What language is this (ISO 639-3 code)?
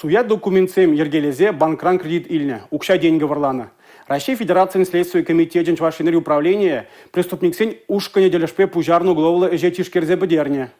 chv